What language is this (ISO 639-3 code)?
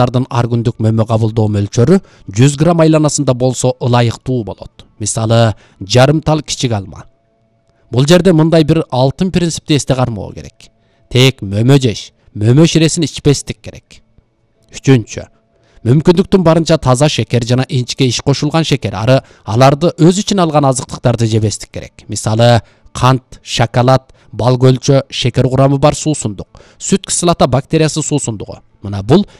kir